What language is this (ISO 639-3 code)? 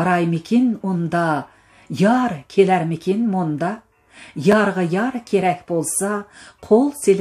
uig